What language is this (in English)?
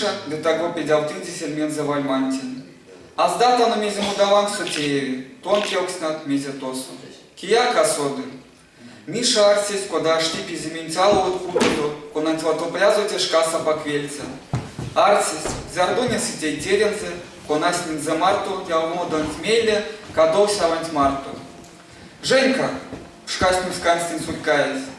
Erzya